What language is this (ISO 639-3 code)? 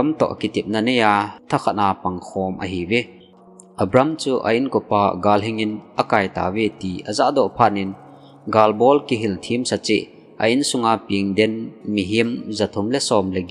tcz